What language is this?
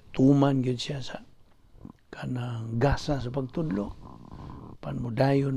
Cebuano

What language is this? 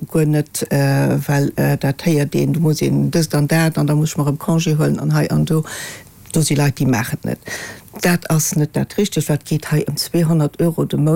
Luxembourgish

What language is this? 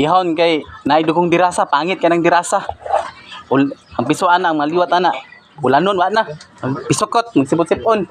Cebuano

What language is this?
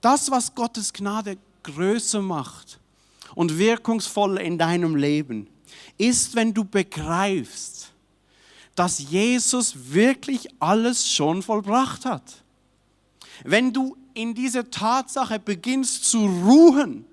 Swiss German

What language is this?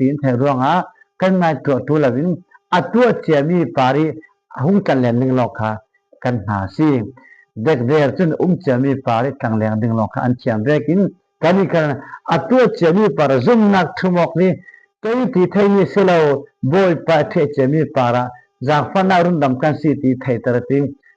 Falam Chin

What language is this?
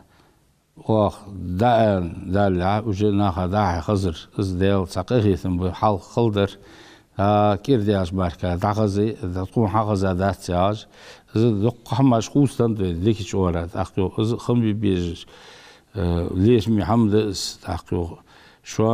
Ingush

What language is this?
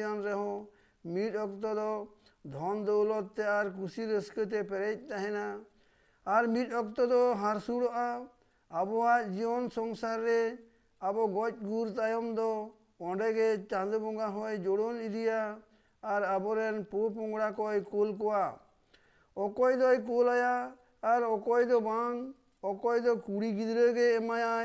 Santali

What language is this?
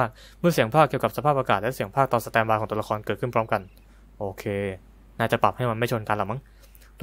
Thai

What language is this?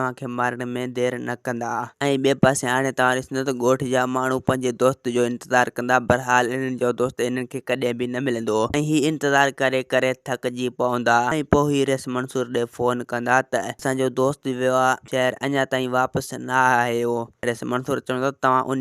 Sindhi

